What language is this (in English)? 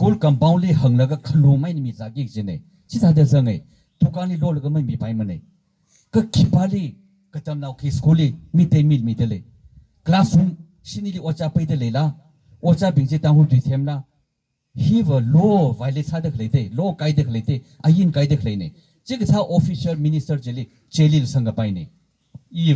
Tangkhul Naga (India)